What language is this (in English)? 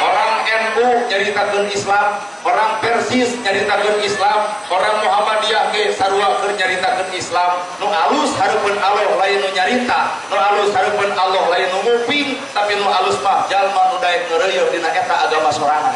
Sundanese